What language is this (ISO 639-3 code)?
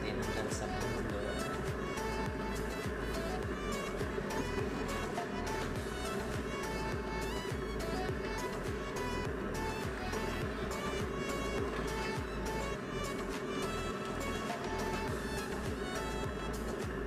fil